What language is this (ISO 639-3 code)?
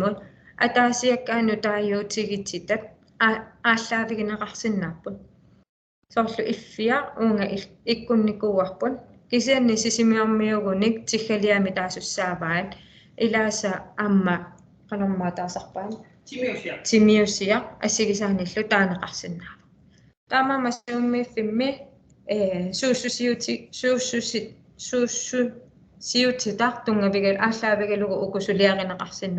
kal